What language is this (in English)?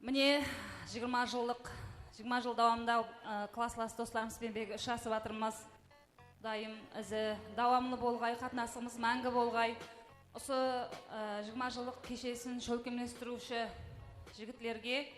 Kara-Kalpak